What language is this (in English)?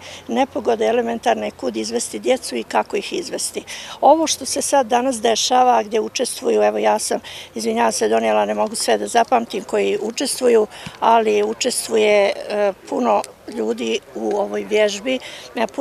Bosnian